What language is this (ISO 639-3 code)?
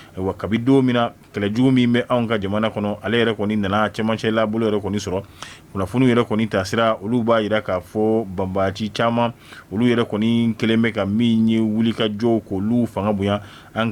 bam